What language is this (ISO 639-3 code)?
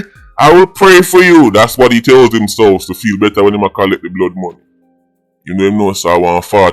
jam